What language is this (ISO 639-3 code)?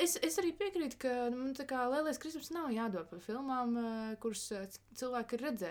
lav